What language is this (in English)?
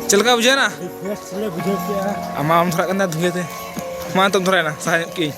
Santali